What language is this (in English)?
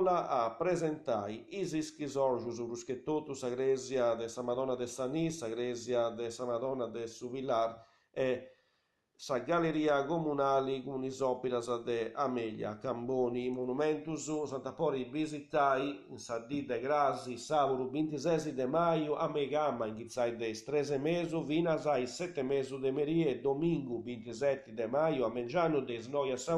Sardinian